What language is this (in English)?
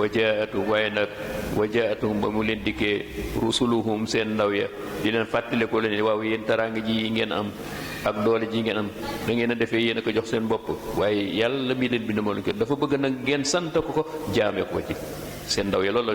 Wolof